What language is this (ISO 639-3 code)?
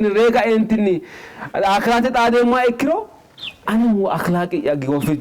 sid